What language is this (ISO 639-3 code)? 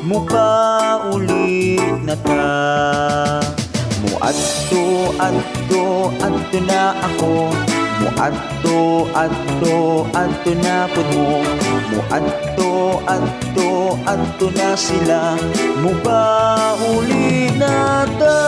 ceb